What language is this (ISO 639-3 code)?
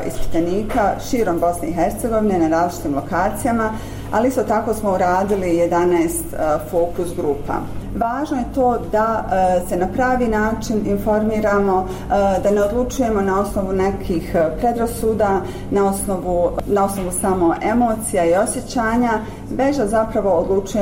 bos